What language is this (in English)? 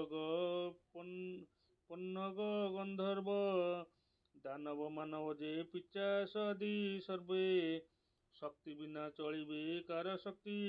Odia